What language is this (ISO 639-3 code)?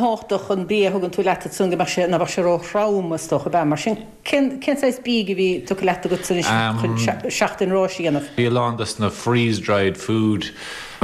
gle